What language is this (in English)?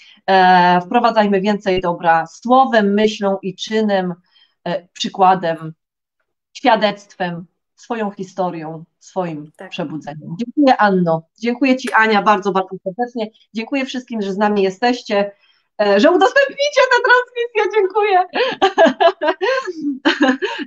Polish